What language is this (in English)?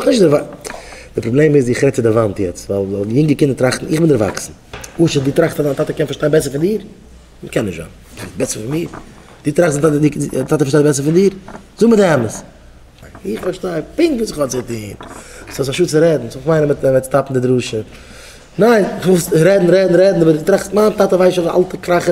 Yiddish